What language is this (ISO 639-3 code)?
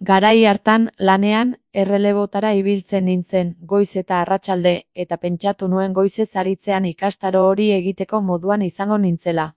eus